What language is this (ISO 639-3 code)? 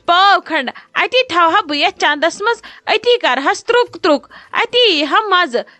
kas